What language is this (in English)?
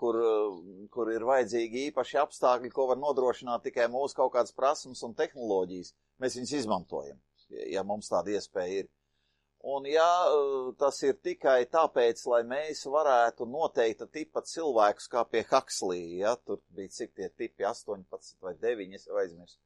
Latvian